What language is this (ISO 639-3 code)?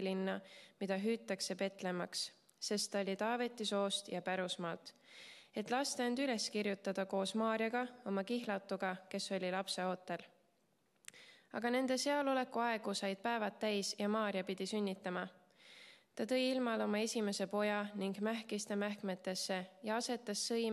est